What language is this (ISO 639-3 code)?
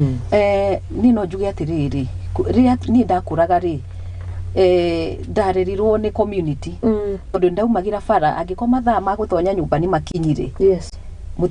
kik